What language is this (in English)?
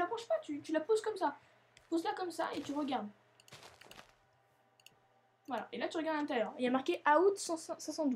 French